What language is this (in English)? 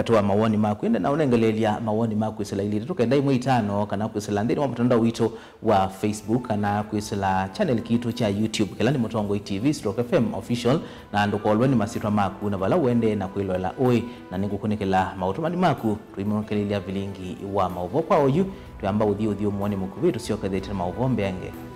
Kamba